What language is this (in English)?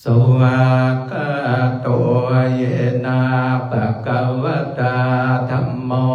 Pali